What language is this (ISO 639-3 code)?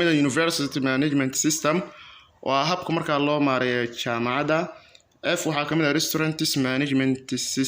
som